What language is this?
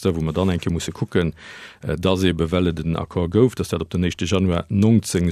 Luxembourgish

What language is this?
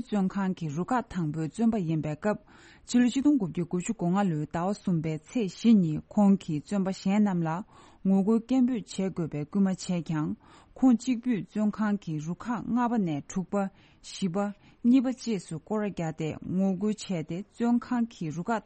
Tibetan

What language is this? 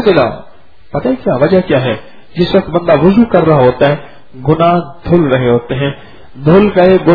Urdu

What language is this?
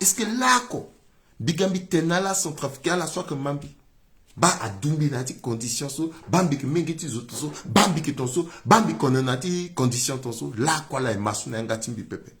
Sango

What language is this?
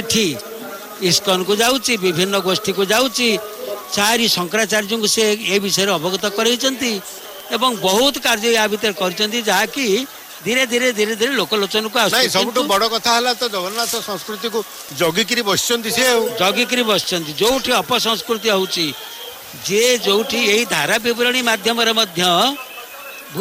Odia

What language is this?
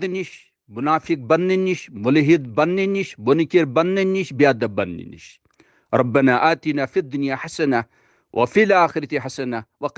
Kashmiri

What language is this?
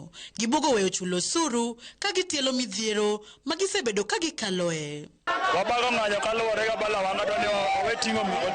Luo (Kenya and Tanzania)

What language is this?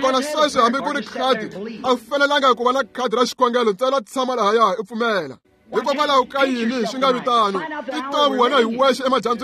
Tsonga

